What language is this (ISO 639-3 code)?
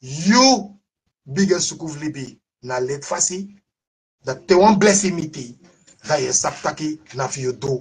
srn